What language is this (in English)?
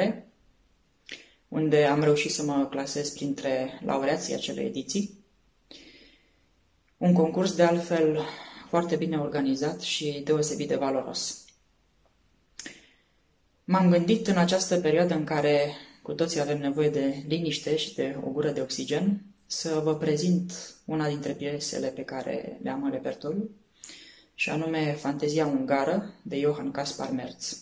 Romanian